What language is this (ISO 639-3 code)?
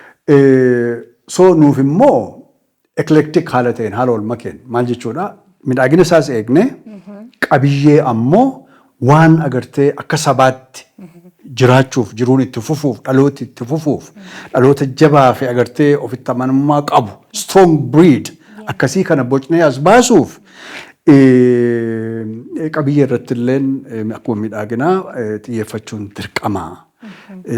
orm